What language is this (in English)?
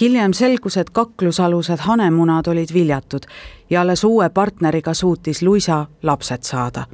Estonian